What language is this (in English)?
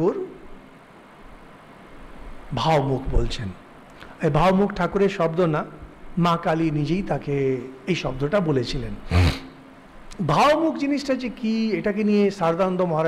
Bangla